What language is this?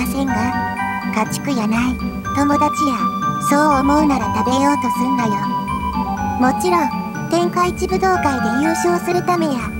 Japanese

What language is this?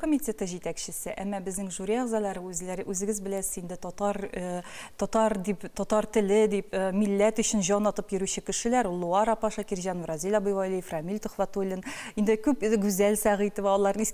Tatar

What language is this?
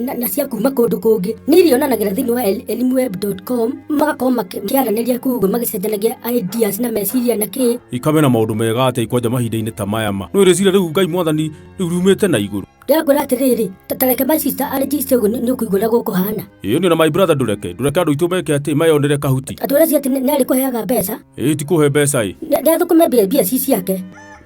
Kikuyu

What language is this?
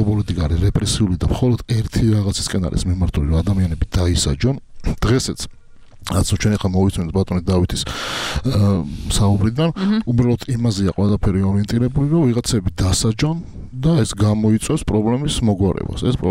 Georgian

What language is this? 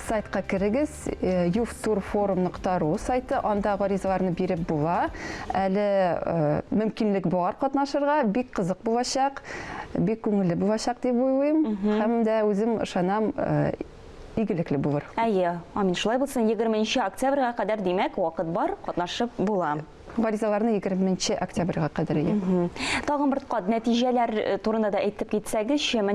Tatar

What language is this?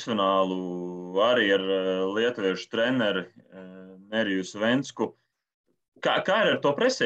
Latvian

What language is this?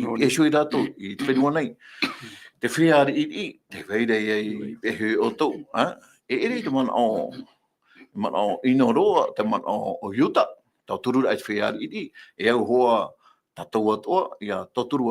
Tahitian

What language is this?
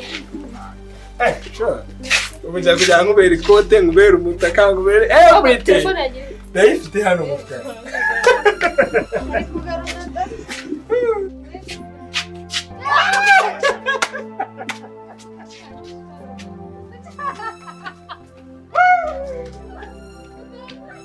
Kinyarwanda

